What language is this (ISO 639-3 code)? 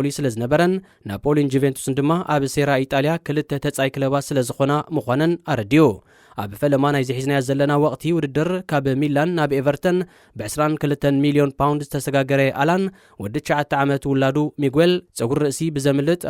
tir